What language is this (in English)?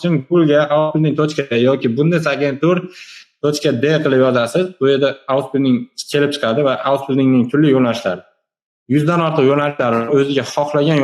Uzbek